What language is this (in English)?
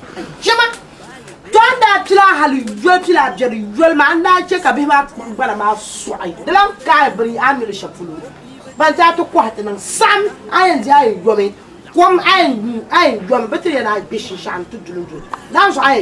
Dagbani